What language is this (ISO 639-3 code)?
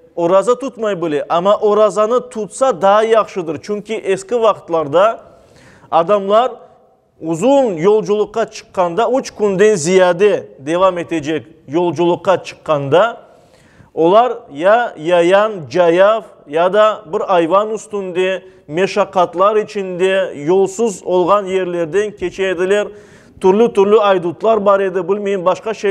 crh